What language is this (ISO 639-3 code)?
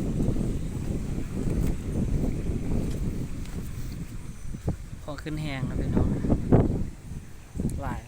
lao